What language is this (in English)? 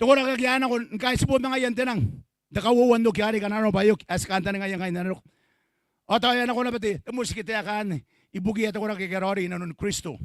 Gilbertese